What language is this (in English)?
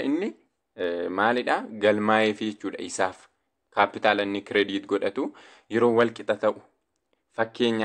Oromo